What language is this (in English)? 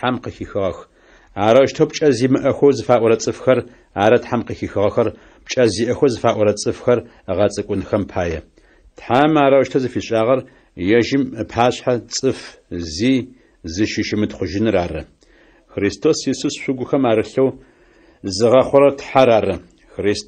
Adyghe